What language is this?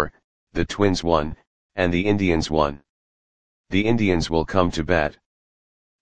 English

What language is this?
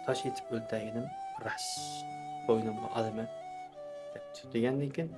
Uyghur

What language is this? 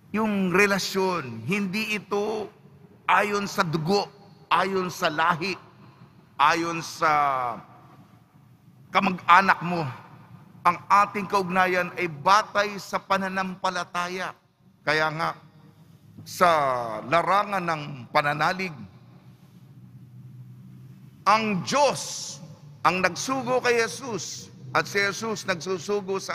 Filipino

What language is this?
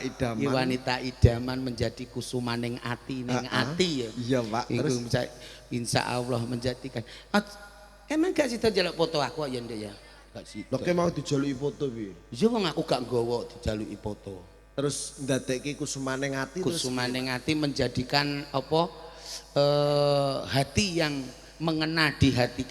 Javanese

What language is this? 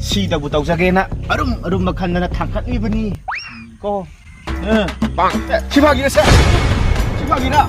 Manipuri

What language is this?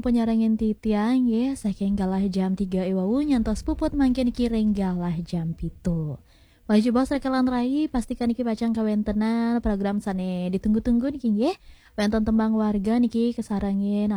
Balinese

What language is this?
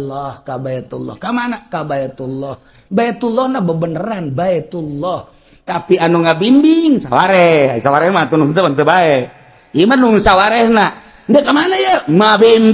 Sundanese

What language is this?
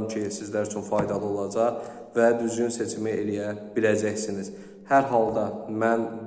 Azerbaijani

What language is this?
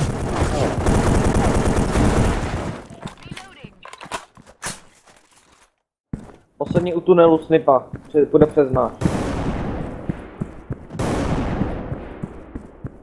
Czech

